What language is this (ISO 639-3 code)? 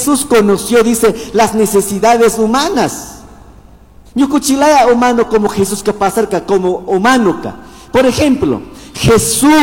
qug